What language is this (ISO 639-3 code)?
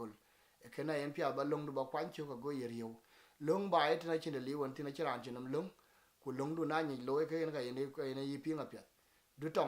din